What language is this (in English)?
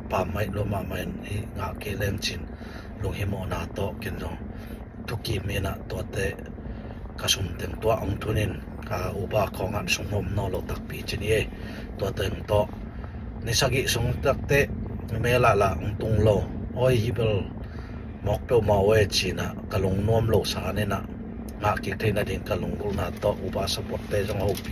Tedim Chin